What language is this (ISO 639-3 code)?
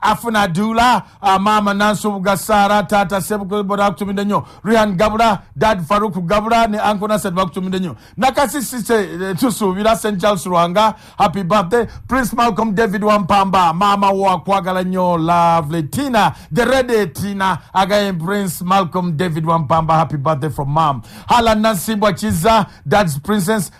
lug